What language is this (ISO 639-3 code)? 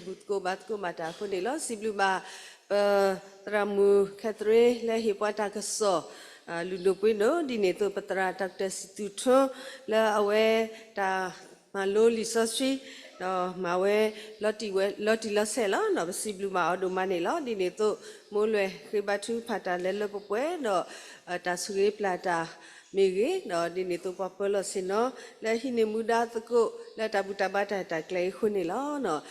ksw